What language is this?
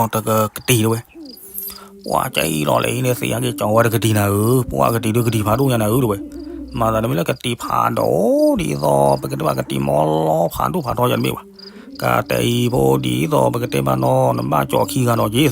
S'gaw Karen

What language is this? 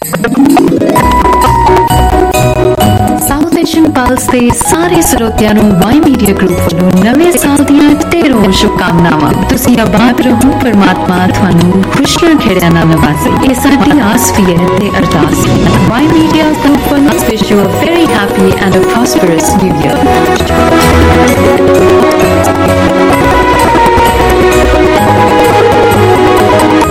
Punjabi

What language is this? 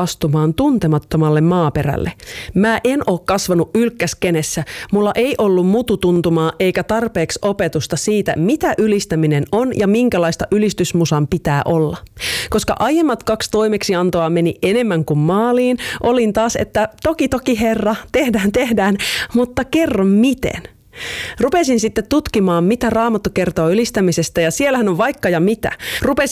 Finnish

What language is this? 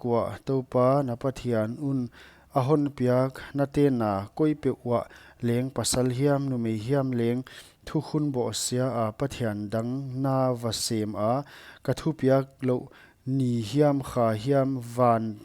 Paite Chin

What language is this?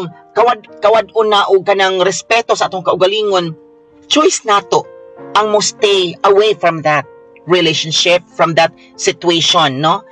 Cebuano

